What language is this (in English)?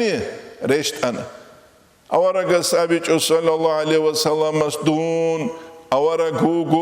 Avaric